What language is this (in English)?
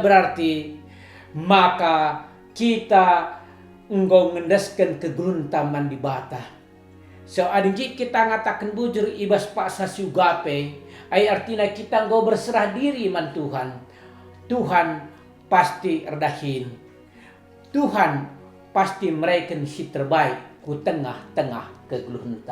Batak Karo